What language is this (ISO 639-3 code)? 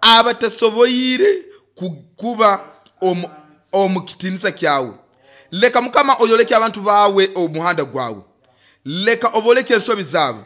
nyo